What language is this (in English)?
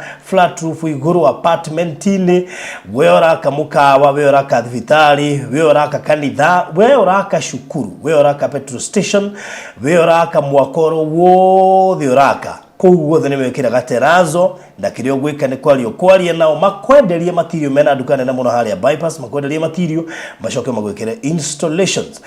Kikuyu